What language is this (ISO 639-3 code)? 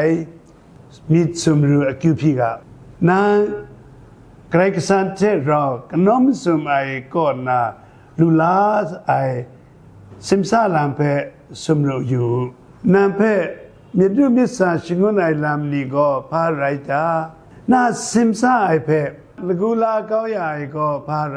kac